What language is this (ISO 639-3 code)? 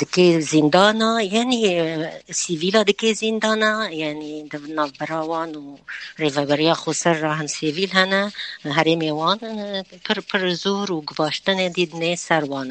kur